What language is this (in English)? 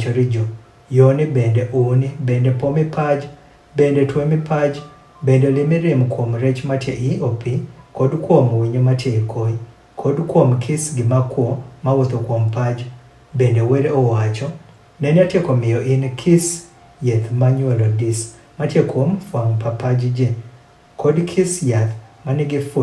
Adhola